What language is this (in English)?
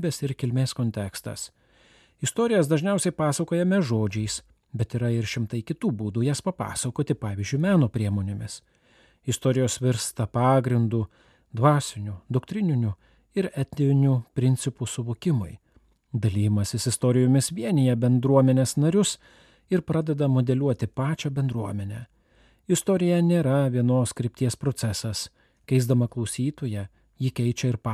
Lithuanian